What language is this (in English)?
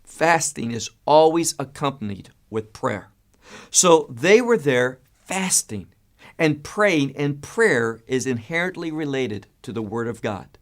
English